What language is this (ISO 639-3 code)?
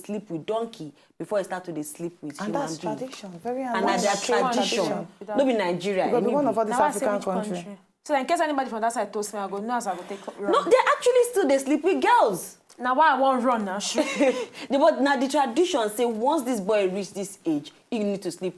pcm